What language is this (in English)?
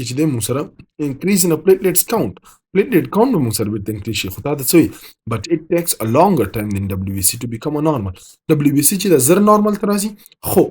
Pashto